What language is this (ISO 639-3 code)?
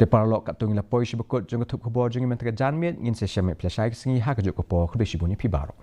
kha